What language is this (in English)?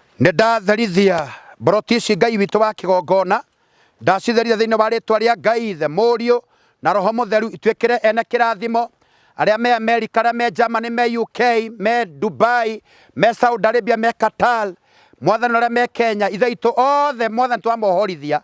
Kikuyu